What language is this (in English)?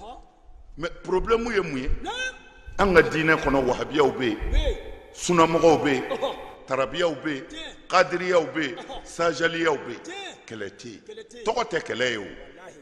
Bambara